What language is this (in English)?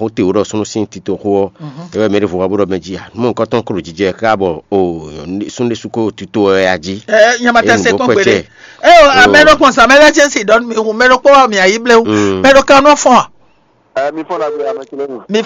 Fon